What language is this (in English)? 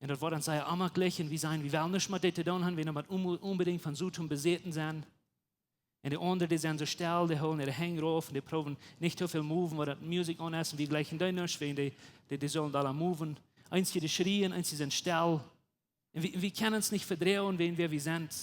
Plautdietsch